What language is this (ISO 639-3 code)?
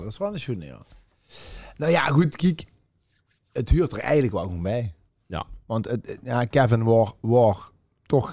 lim